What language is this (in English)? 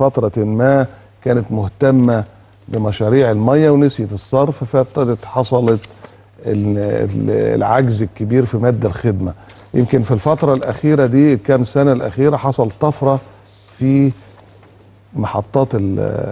Egyptian Arabic